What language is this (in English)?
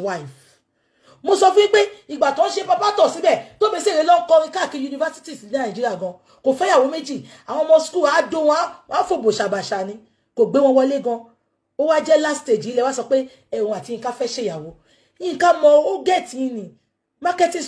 Yoruba